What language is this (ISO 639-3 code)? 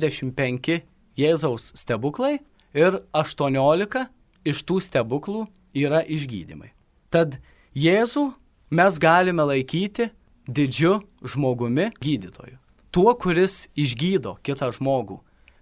lit